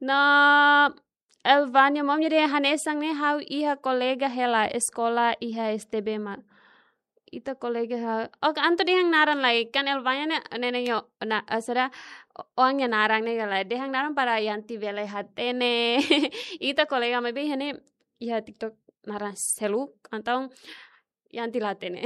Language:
Tetum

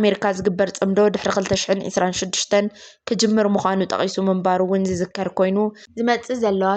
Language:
Tigrinya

